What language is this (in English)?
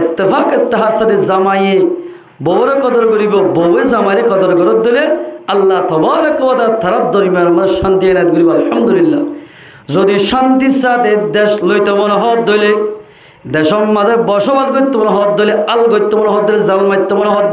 Rohingya